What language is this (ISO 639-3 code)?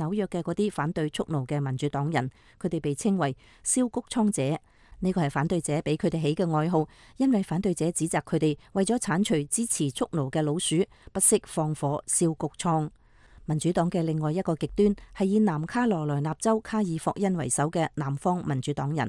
yue